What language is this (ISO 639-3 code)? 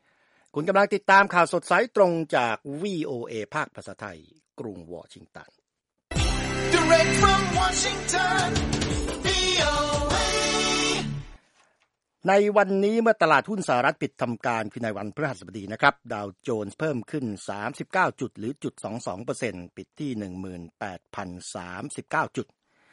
tha